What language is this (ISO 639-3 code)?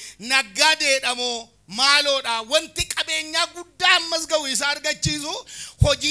orm